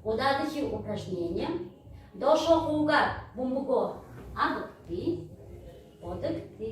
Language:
Buriat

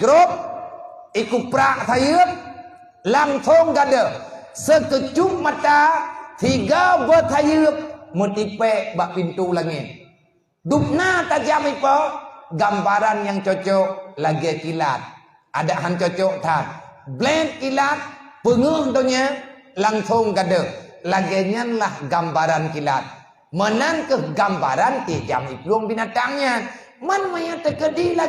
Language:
Achinese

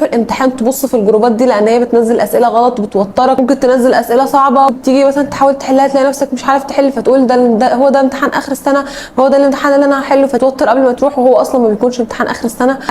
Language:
Egyptian Arabic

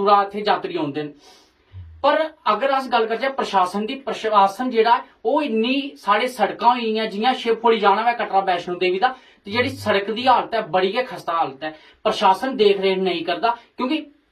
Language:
Dogri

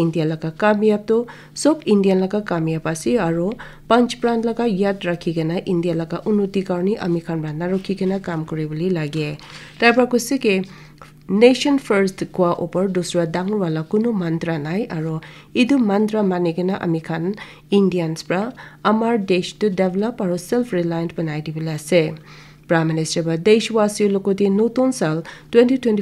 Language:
Naga Pidgin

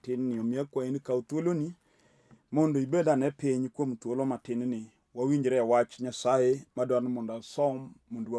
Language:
Luo (Kenya and Tanzania)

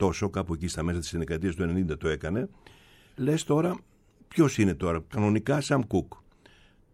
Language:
Greek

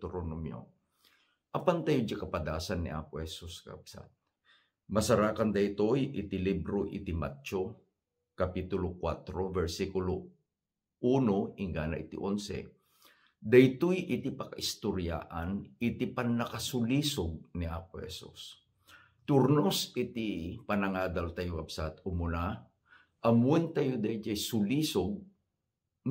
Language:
Iloko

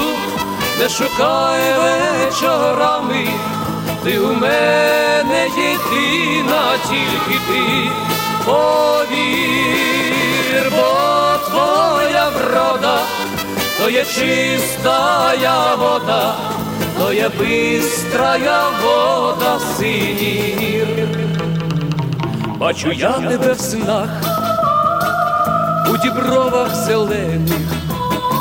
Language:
Ukrainian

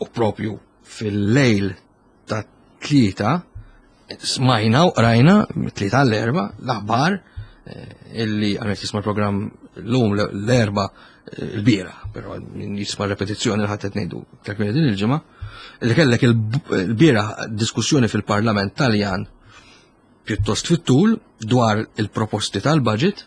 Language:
Maltese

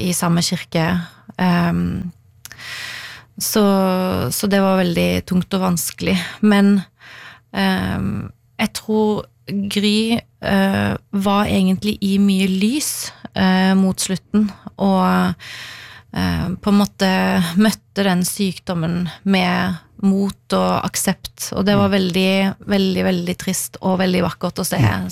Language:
Norwegian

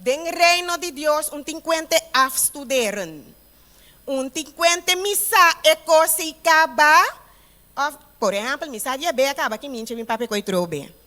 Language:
Papiamento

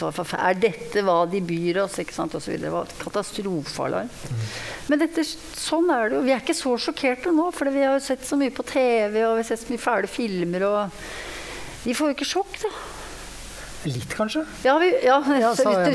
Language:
Norwegian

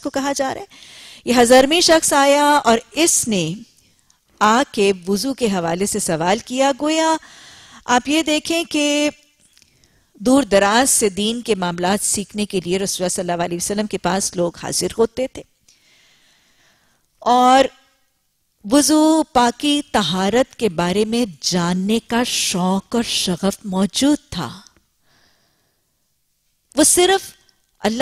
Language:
Urdu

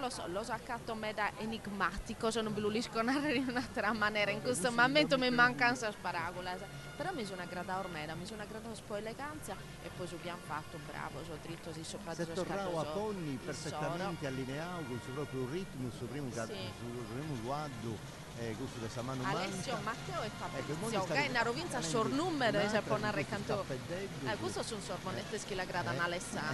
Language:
Sardinian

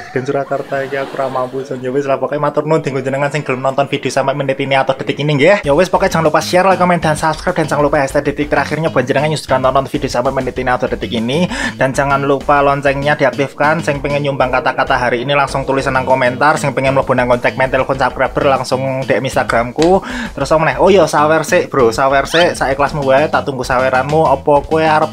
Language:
Javanese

